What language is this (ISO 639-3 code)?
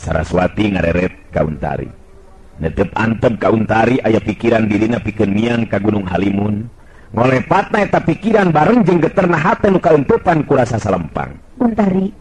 sun